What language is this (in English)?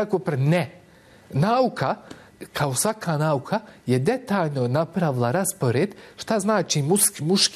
Bosnian